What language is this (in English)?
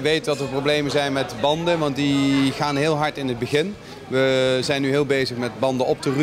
Dutch